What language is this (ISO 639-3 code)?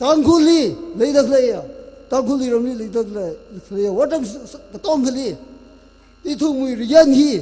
nmf